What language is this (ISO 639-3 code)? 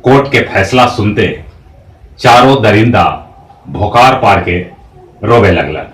mag